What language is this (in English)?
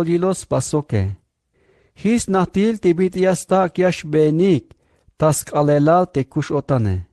Tzeltal